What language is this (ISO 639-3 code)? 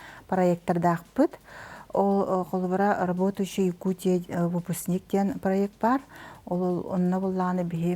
sah